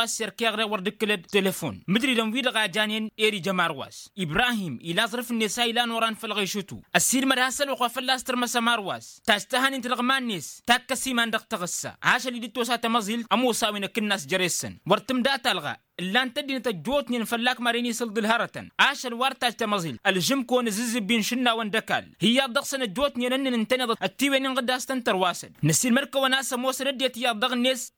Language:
Tamasheq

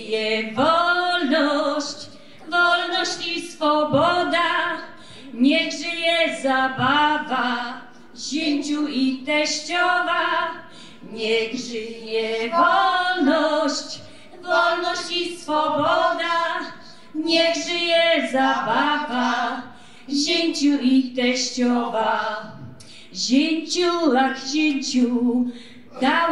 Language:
Silesian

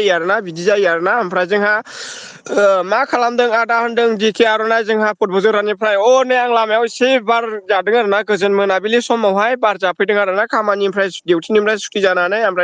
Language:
Bodo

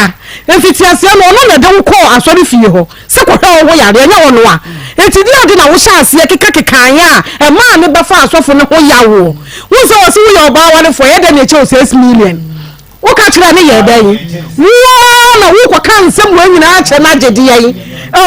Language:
Akan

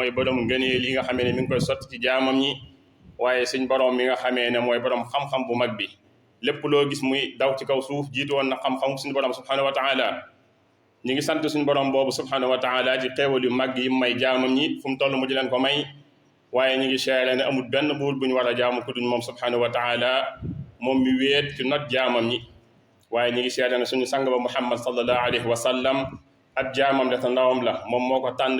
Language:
Wolof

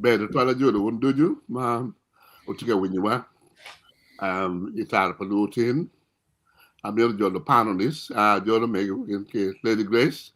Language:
Acoli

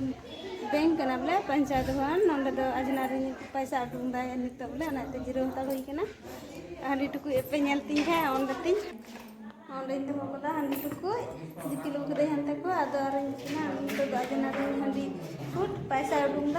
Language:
Santali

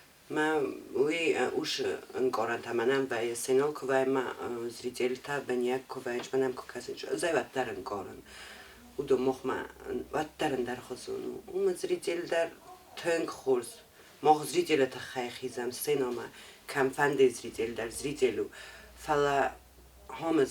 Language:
Ossetic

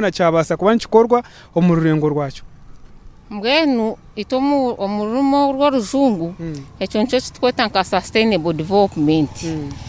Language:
Nyankole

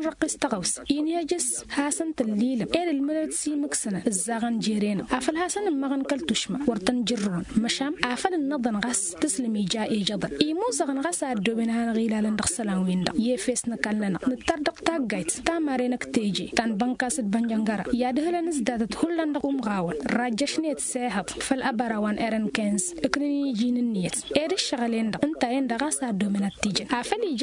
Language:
Tamasheq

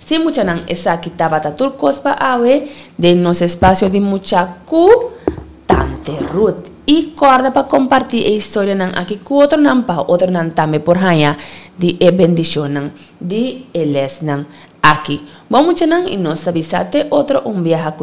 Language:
Papiamento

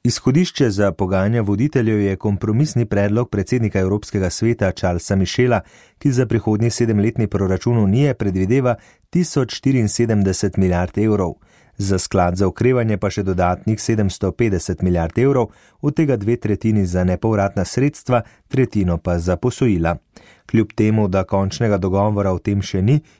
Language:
Slovenian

